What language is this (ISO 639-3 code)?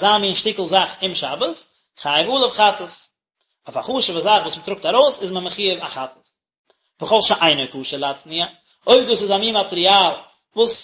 yid